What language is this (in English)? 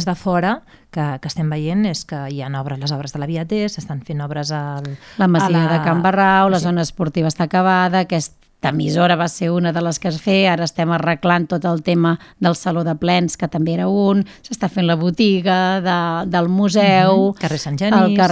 Catalan